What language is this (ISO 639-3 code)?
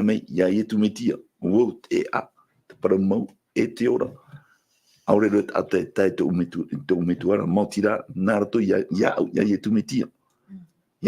tah